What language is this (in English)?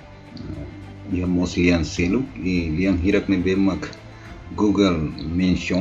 Tetum